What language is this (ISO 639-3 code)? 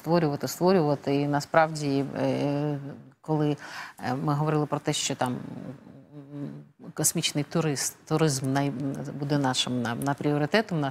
ukr